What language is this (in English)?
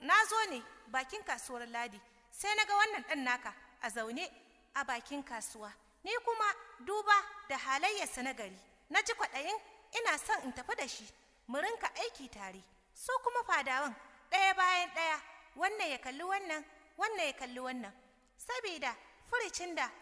Hausa